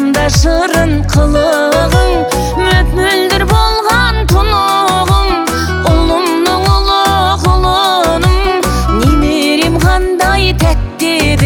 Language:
Kazakh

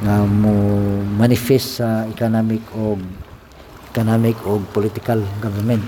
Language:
Cebuano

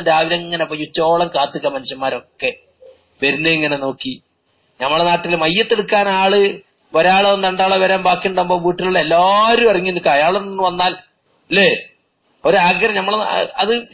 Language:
Malayalam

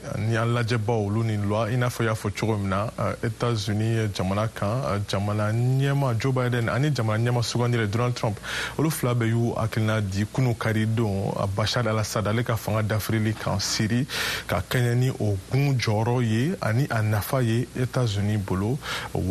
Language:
Bambara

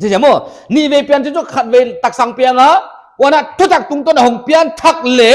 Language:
Paite Chin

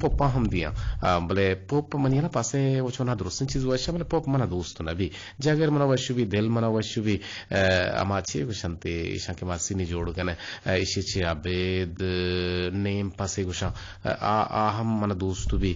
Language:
Eastern Balochi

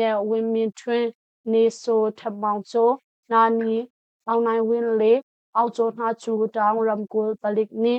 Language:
Hakha Chin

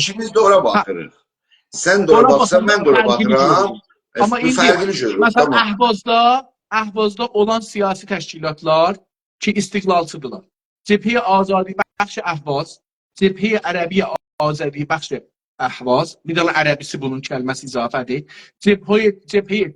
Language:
South Azerbaijani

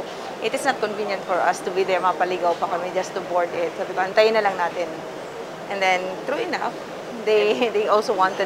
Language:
Bikol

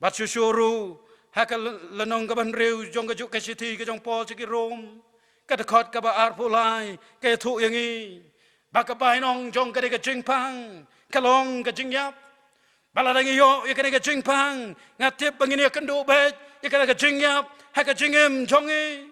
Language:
Khasi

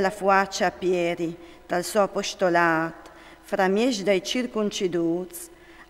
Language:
Friulian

